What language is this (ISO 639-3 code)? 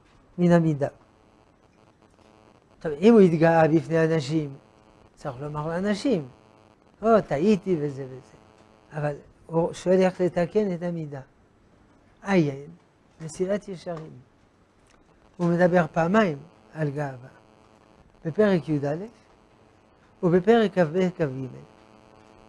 heb